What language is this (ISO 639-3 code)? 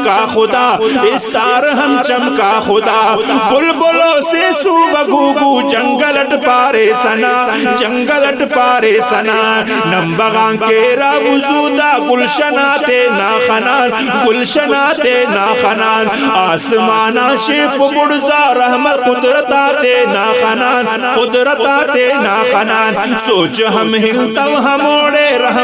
brh